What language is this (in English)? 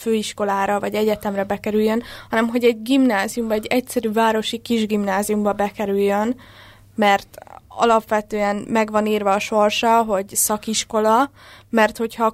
Hungarian